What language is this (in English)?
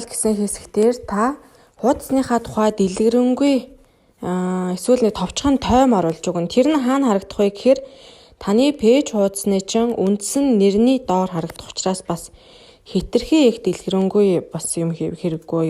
Mongolian